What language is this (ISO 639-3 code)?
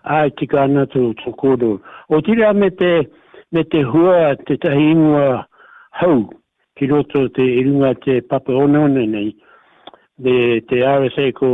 mri